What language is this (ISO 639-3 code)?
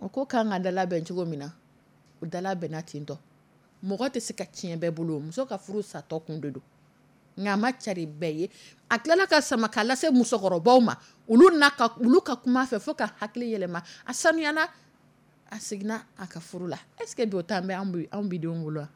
dyu